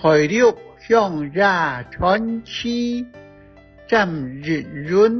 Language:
Hakka Chinese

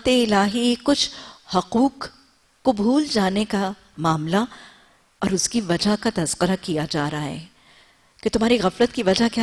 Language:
Urdu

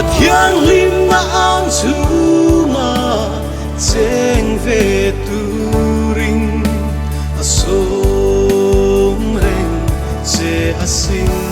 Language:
Mizo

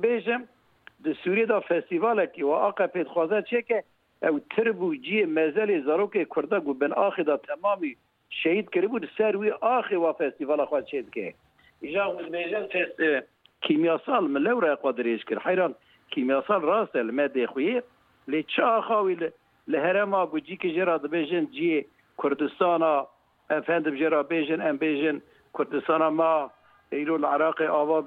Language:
Kurdish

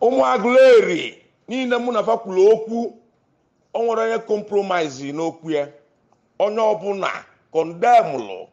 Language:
Igbo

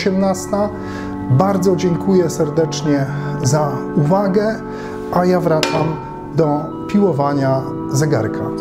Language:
Polish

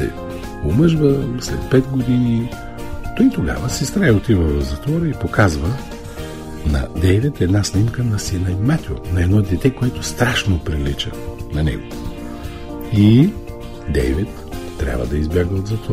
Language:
Bulgarian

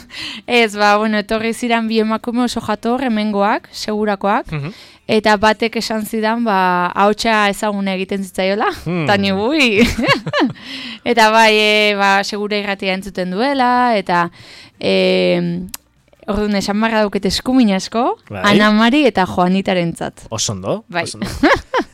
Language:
Basque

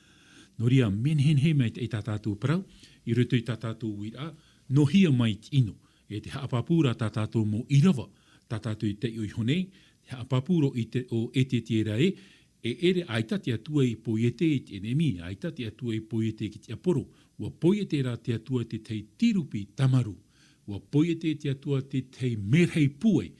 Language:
Tahitian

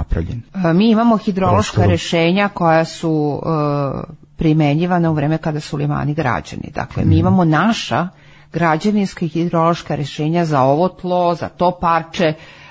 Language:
Serbian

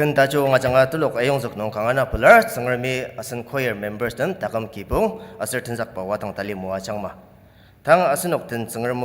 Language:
Ao Naga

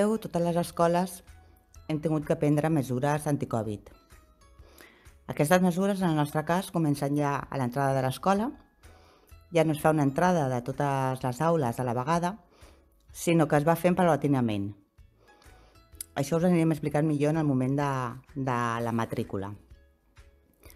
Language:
Catalan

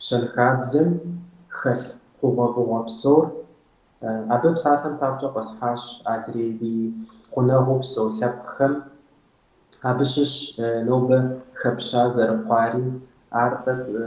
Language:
Kabardian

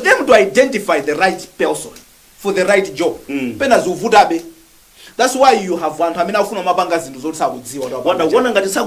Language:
Nyanja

